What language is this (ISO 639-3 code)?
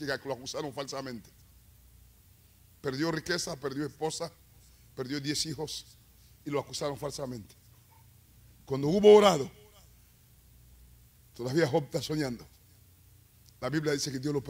spa